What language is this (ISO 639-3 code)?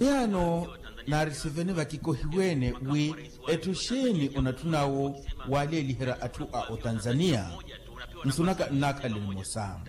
vmw